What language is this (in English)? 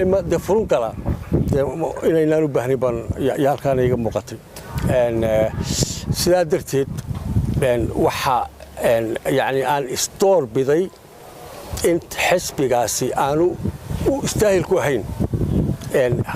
Somali